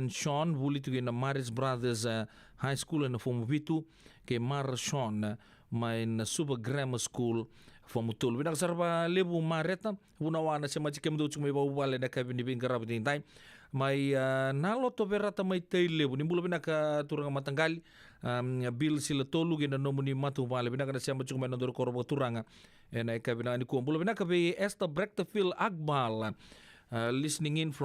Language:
Fijian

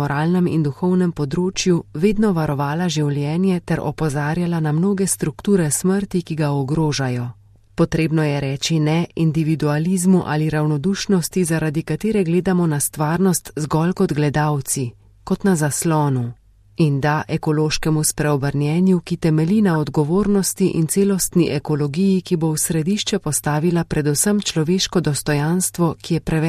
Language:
Slovenian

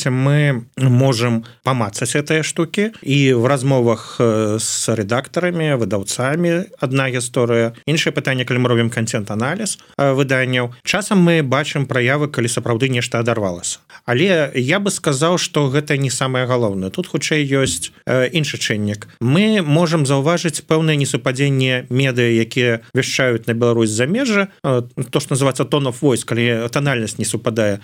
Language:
Belarusian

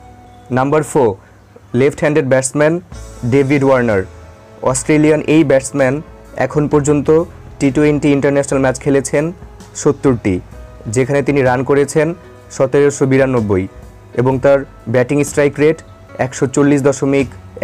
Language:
Bangla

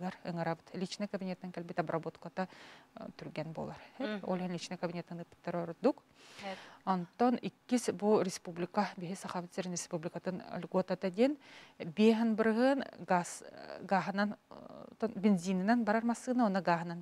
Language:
Yakut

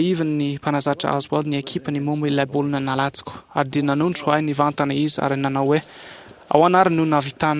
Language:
Malagasy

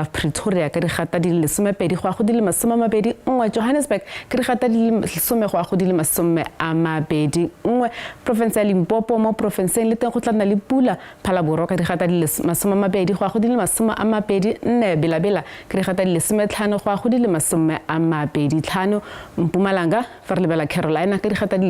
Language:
Tswana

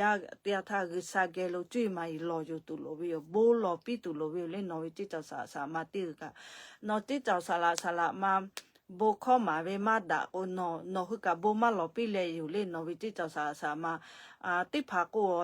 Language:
Lahu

